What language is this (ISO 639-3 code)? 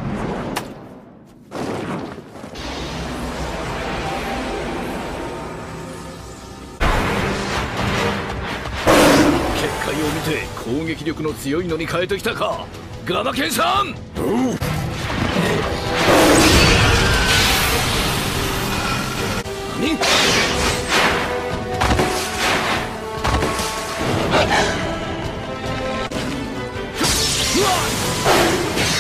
jpn